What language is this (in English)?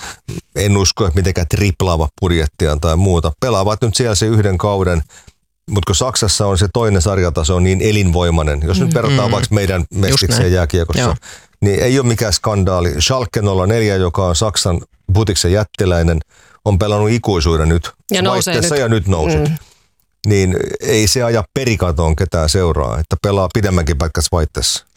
Finnish